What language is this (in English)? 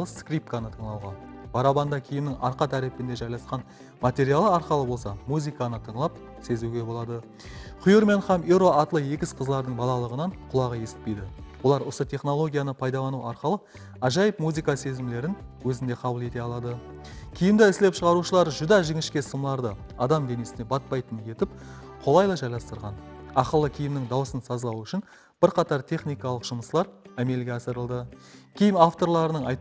Kara-Kalpak